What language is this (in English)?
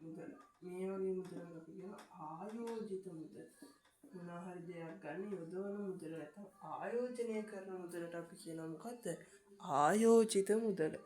Sinhala